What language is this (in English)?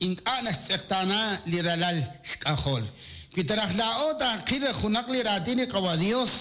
Kekchí